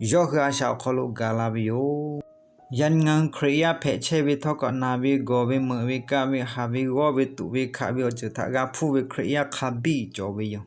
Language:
Lahu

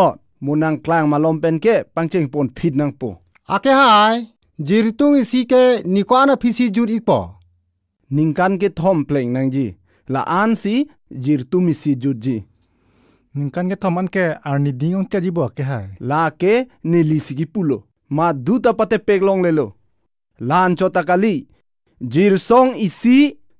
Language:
Karbi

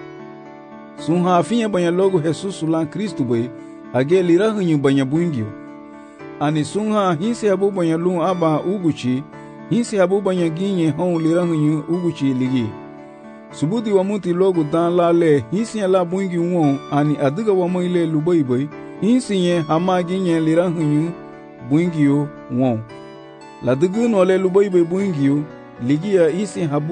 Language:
Garifuna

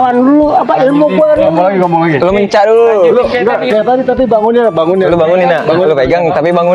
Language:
Betawi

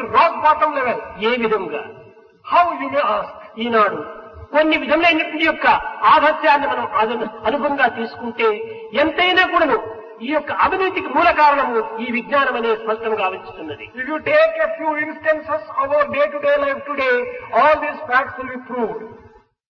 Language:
Telugu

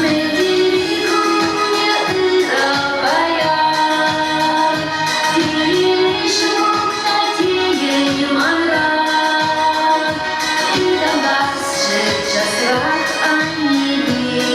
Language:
Chuvash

